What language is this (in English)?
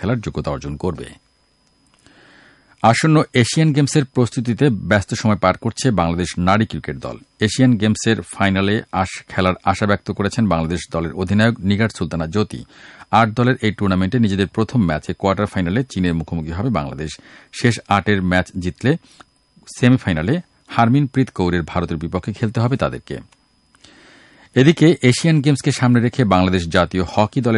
Bangla